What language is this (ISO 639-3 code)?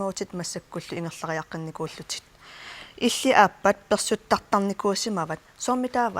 kal